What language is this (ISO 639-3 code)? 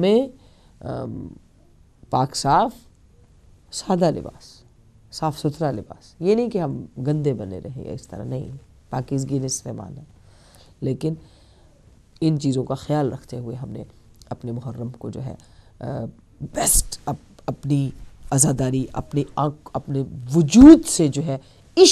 urd